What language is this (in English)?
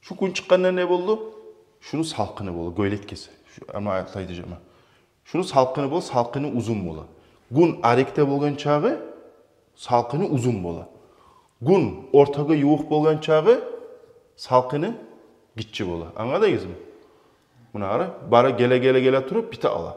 Kumyk